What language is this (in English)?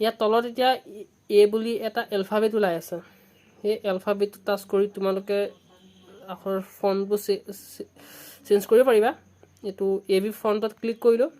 Assamese